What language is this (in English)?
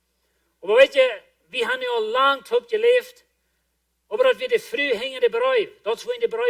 Plautdietsch